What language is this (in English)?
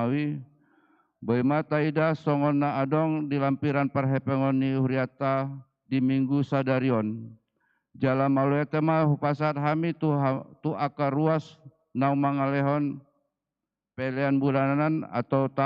Batak Toba